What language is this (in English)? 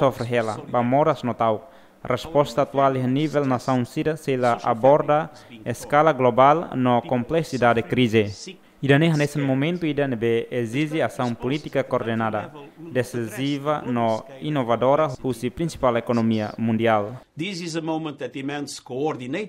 Tetum